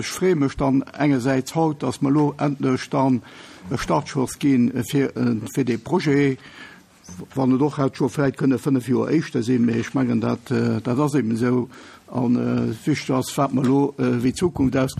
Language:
Luxembourgish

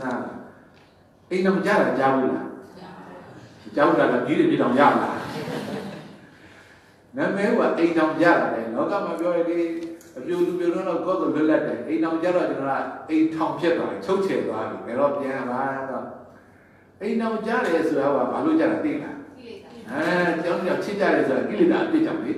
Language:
Burmese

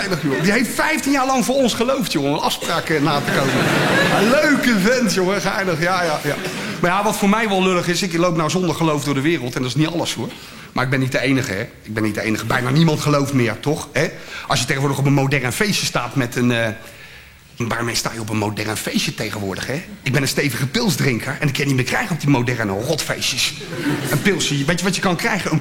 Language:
Dutch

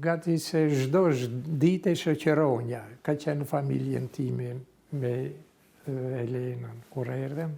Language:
Albanian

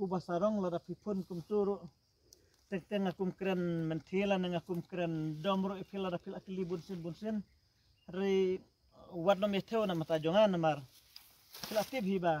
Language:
Khasi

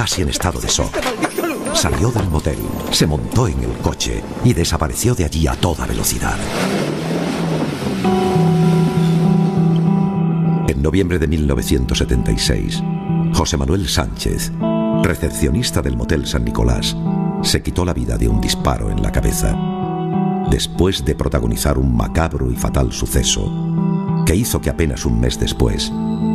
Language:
Spanish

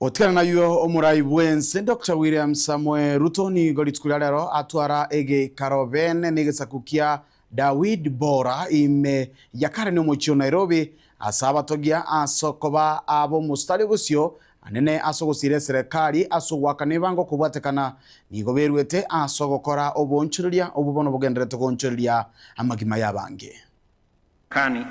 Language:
Gusii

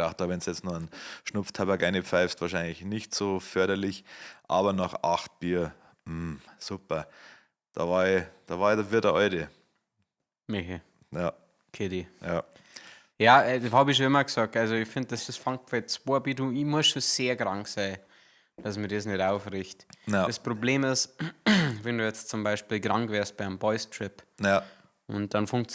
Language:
Bavarian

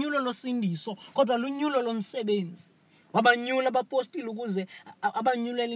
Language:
Xhosa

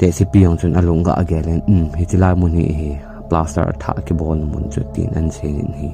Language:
Thado Chin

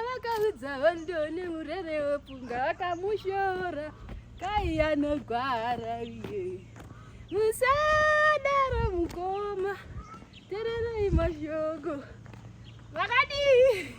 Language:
Shona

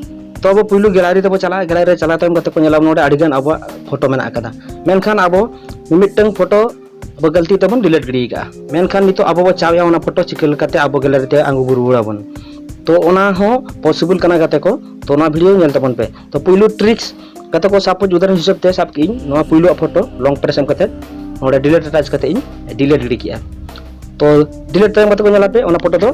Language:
Santali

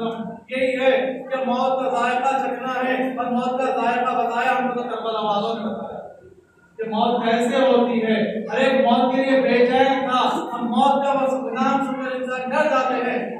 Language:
Hindi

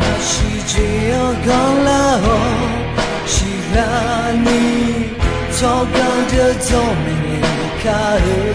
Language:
Akha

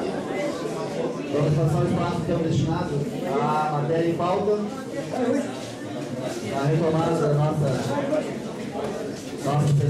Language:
Portuguese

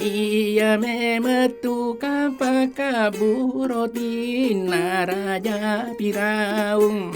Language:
Buginese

